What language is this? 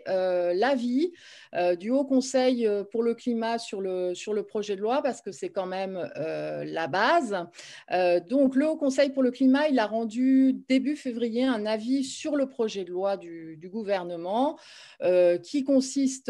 French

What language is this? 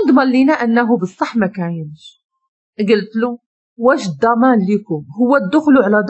Moroccan Arabic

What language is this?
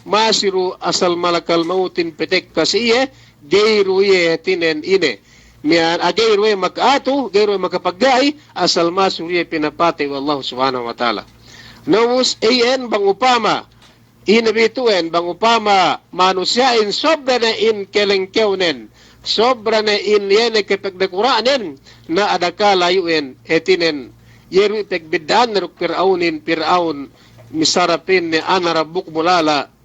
Yakan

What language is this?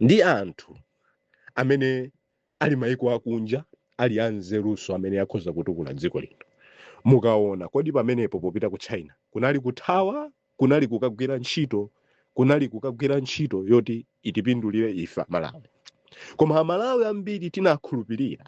Nyanja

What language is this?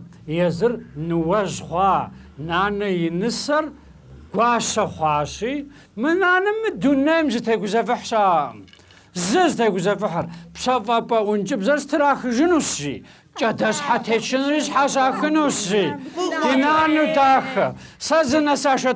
Kabardian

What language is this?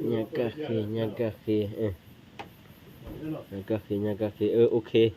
S'gaw Karen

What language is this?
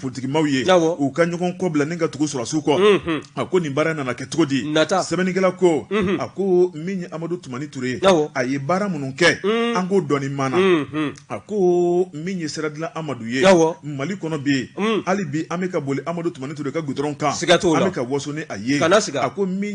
Bambara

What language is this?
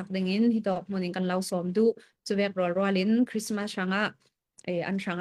Falam Chin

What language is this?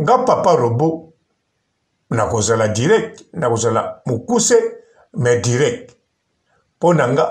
Lingala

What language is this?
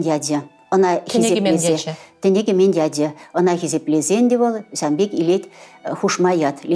Chuvash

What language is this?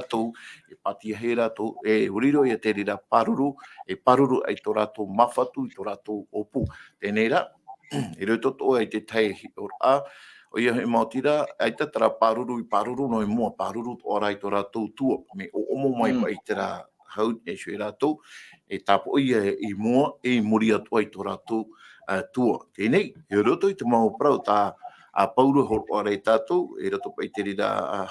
Tahitian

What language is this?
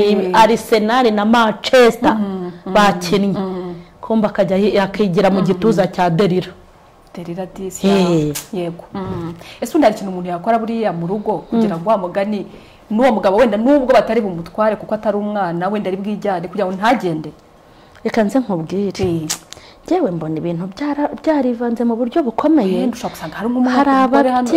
Kinyarwanda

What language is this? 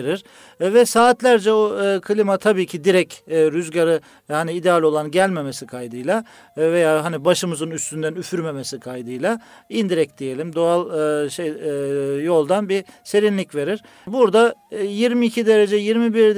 Turkish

